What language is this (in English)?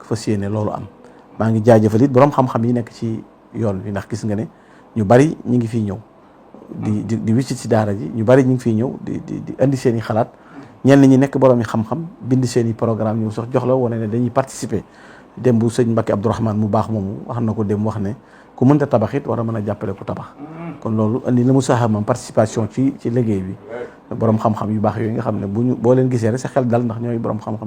Wolof